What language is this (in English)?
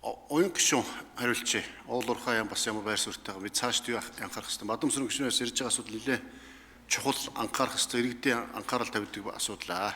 Mongolian